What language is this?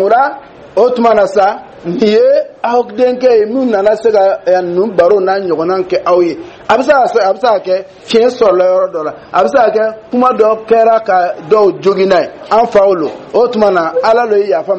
Dyula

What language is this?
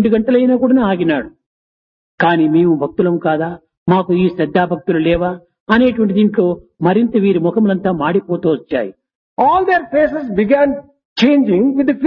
Telugu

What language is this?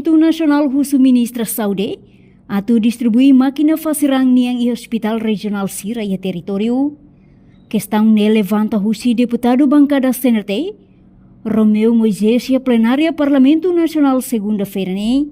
Tetum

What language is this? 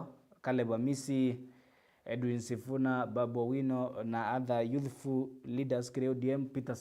Meru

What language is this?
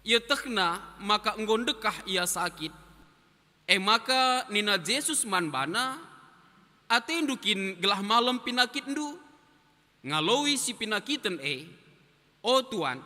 Batak Karo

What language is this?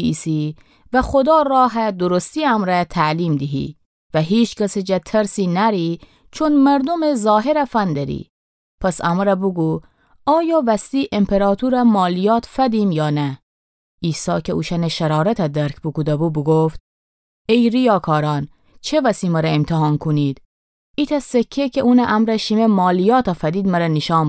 Gilaki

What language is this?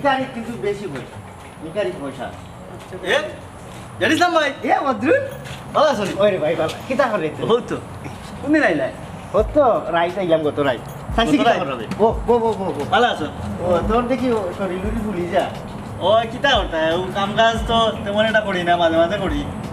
Sylheti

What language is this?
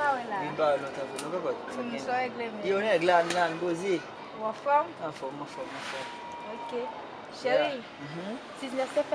Haitian Creole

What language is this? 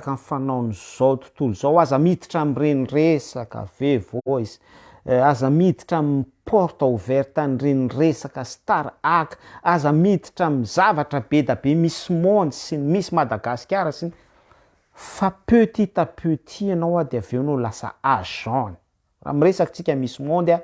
Malagasy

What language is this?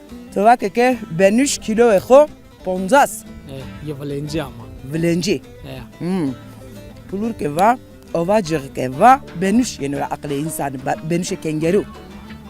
Zaza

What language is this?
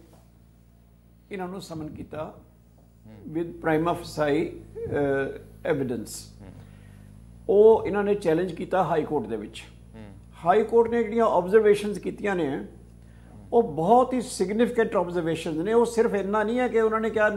Punjabi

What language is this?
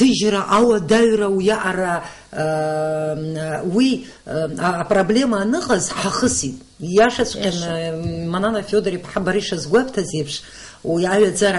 Abkhazian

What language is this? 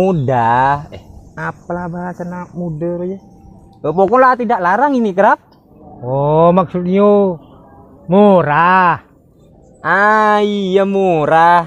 Madurese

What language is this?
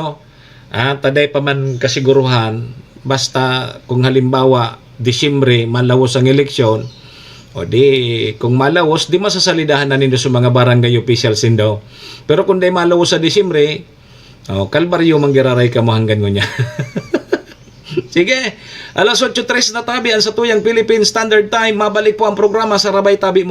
Bikol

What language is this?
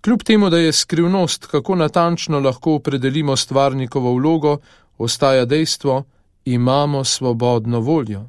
Slovenian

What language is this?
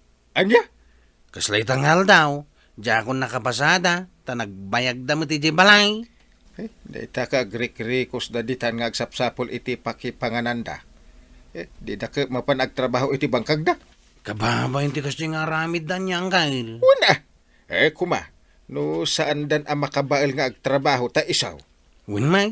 Iloko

